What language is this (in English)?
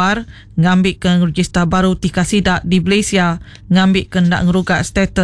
Iban